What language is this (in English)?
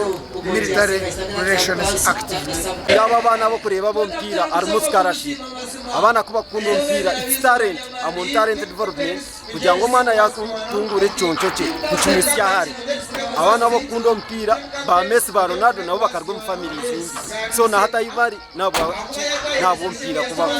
Nyankole